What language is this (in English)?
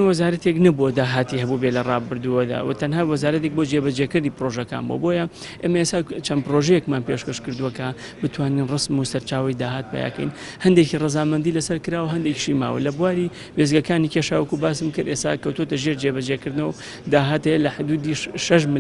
Central Kurdish